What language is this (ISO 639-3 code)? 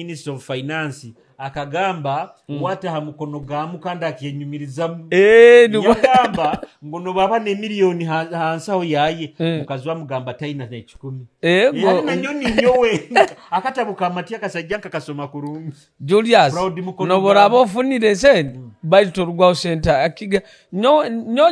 nyo